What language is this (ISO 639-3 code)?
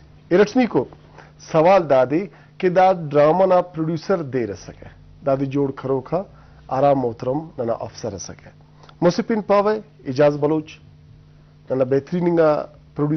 brh